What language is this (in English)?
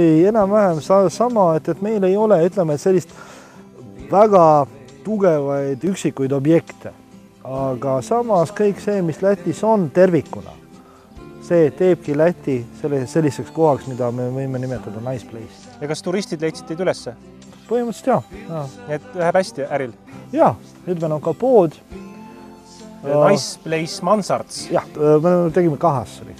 Estonian